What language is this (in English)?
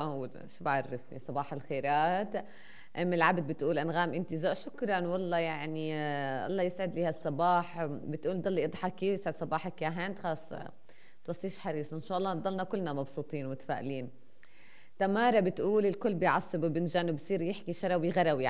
North Levantine Arabic